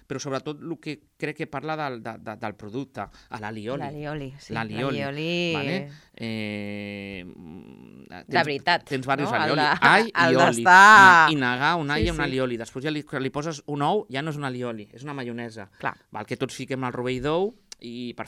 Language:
Catalan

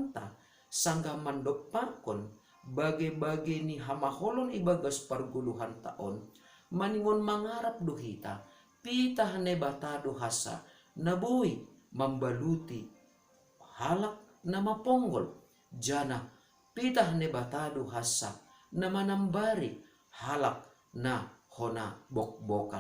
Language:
Batak Simalungun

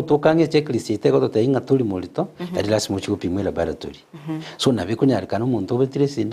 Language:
Gusii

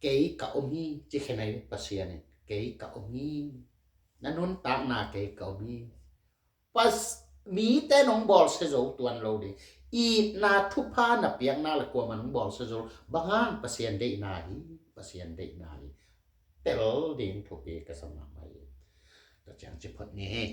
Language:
Tedim Chin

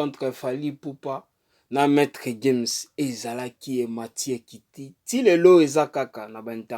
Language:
Lingala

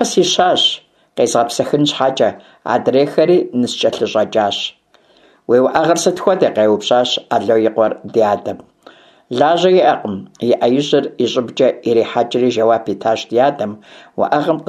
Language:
Kabardian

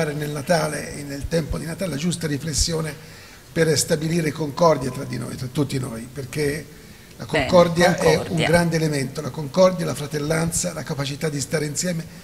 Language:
Italian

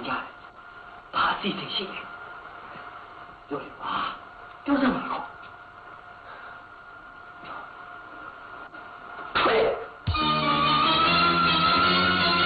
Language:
Burmese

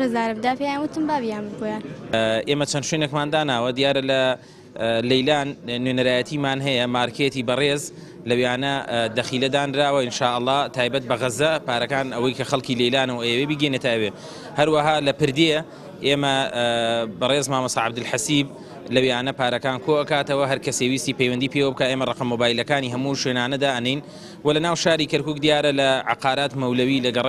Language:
Central Kurdish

